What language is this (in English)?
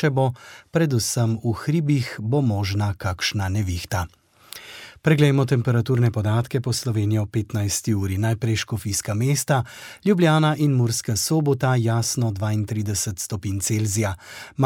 Slovenian